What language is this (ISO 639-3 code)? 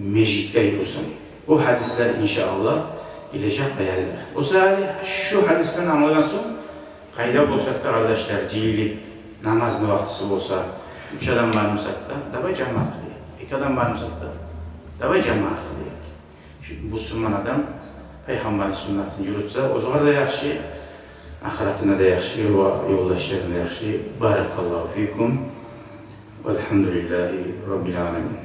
kum